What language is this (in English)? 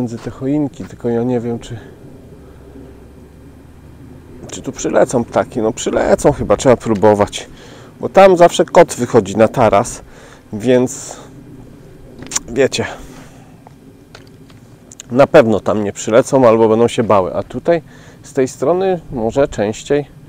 Polish